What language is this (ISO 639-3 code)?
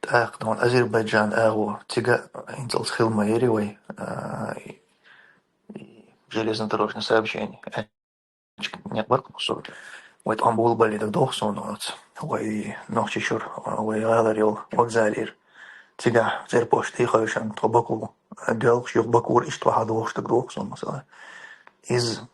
che